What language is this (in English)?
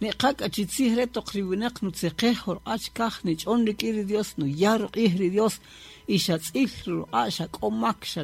Kaqchikel